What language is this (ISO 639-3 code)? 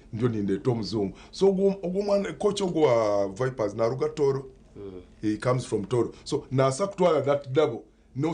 nyn